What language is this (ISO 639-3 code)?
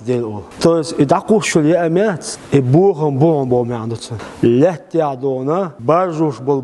che